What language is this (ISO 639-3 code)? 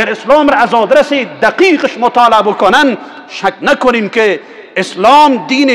fas